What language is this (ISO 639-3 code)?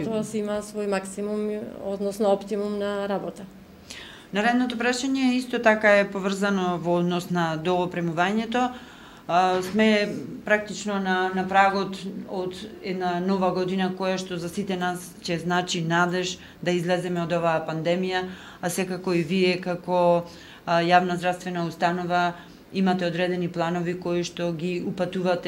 mkd